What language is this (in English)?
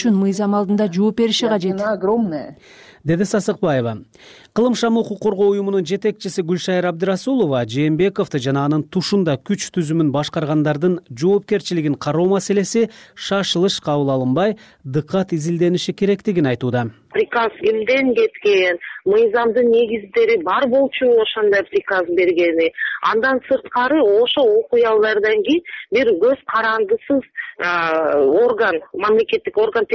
Kyrgyz